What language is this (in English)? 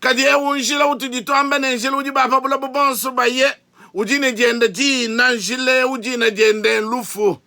Luba-Lulua